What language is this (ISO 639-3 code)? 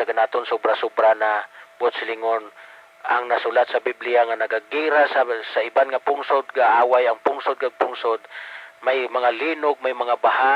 hil